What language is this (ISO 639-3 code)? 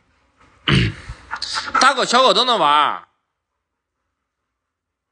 zho